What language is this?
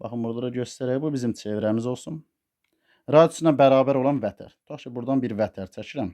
Azerbaijani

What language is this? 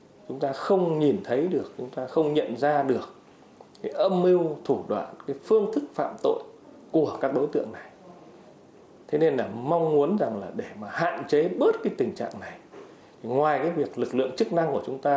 Vietnamese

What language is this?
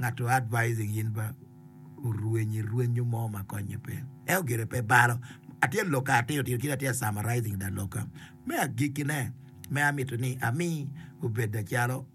Acoli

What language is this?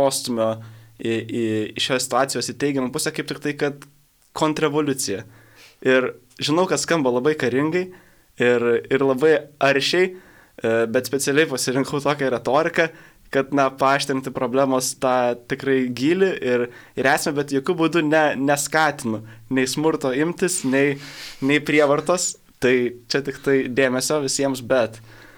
Lithuanian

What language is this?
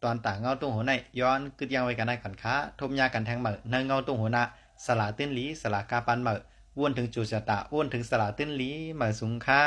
Shan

